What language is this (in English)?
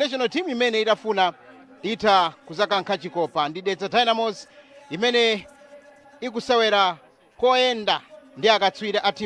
Nyanja